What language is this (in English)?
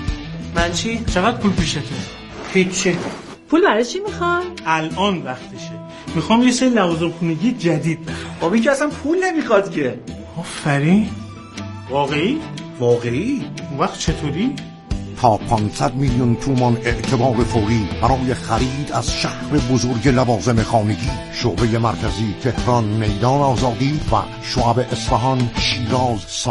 Persian